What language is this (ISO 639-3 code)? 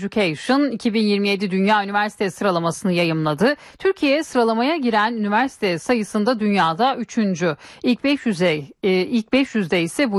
tur